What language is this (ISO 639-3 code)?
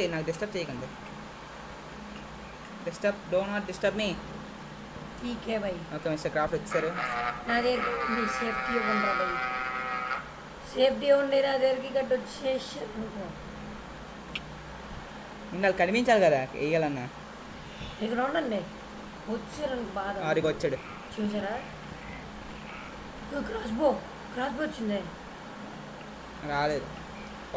tel